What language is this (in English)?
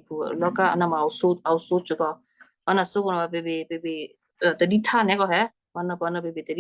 Western Kayah